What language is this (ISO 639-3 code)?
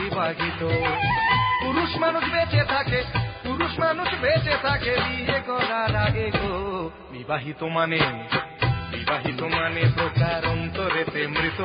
ben